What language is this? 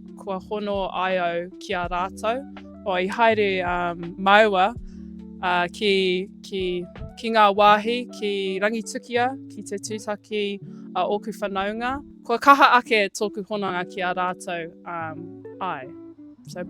Māori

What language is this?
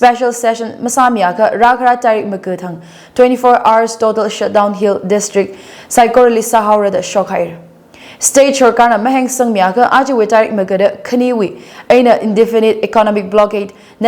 Tangkhul Naga (India)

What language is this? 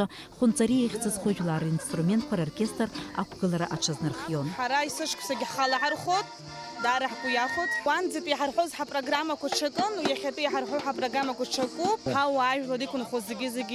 Abkhazian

